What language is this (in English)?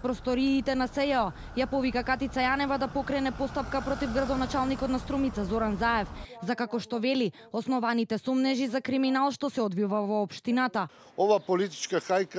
Macedonian